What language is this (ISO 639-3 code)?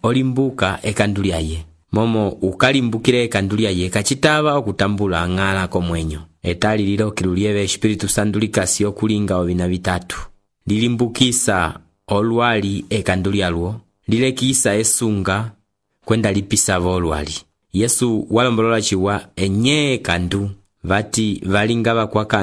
umb